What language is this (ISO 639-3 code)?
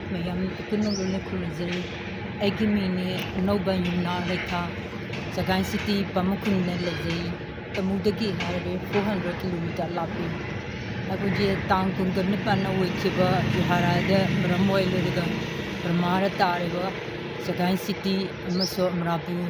mni